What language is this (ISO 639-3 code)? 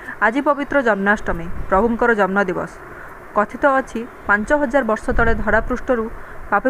ori